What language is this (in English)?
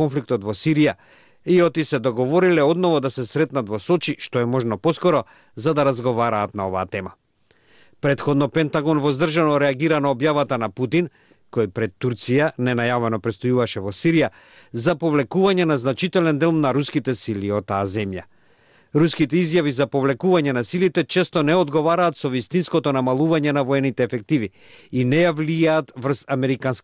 Macedonian